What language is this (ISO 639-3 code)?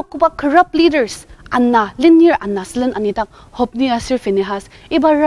njo